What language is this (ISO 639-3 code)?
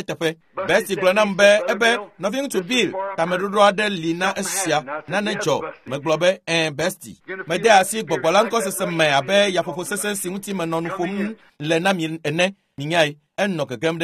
ewe